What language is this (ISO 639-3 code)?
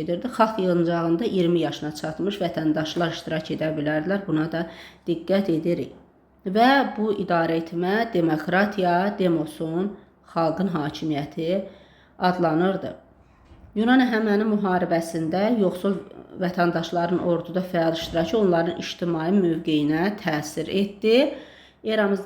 aze